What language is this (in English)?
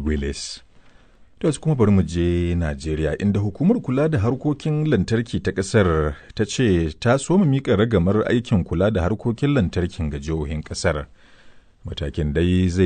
Hausa